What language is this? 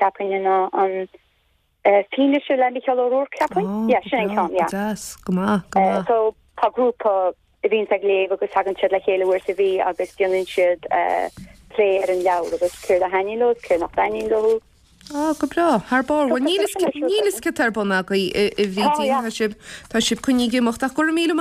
Irish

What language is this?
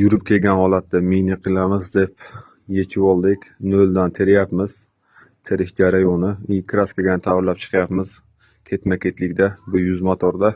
Uzbek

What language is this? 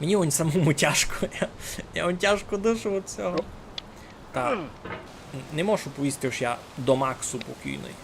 Rusyn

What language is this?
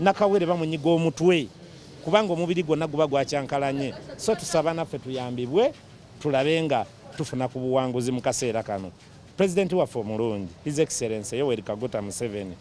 Ganda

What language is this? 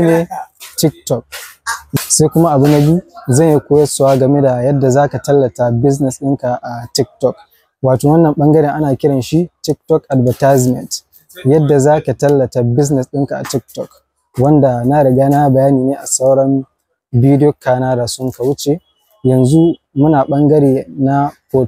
Hausa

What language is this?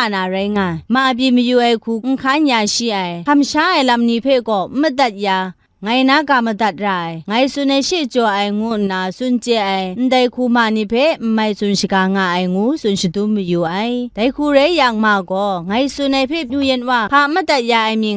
Kachin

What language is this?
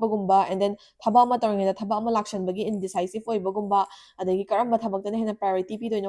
Manipuri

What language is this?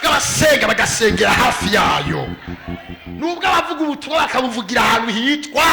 Rundi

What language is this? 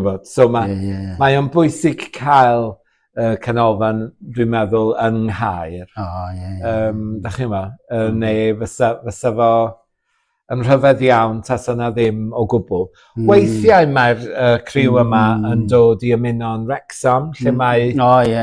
Welsh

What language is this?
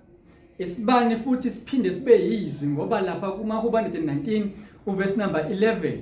Zulu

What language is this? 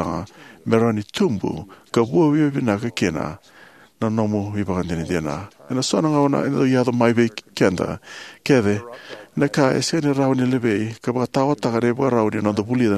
Fijian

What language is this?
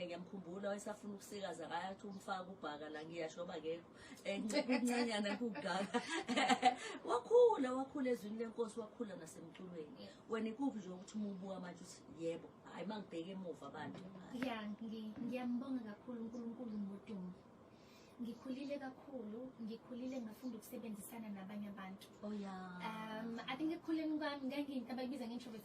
Zulu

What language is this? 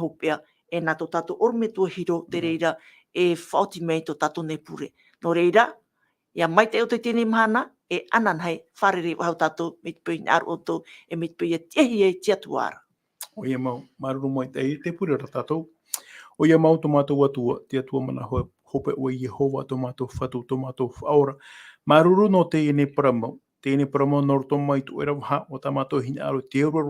Tahitian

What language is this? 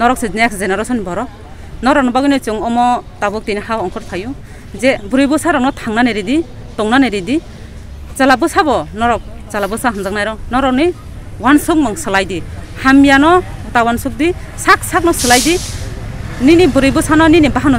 Kok Borok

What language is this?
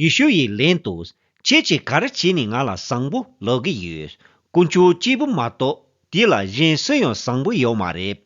Tibetan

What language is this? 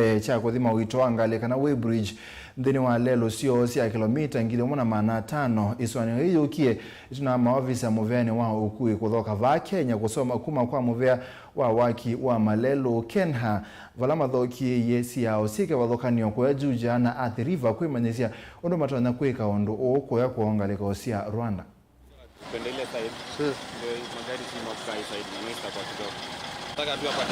Kamba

